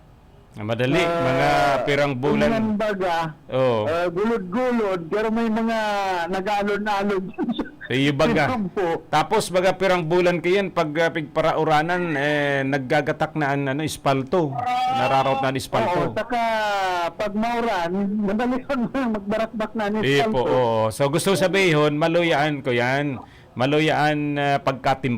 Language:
Bikol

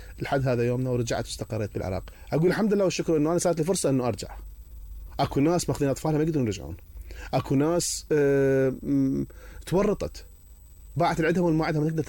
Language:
Mesopotamian Arabic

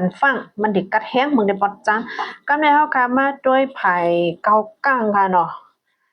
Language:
Shan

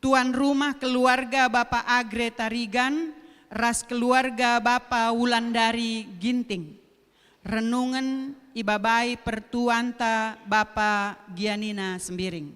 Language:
Batak Karo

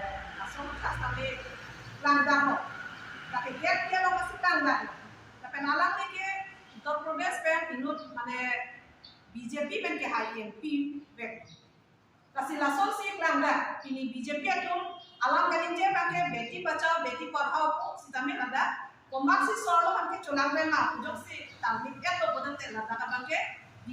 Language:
Karbi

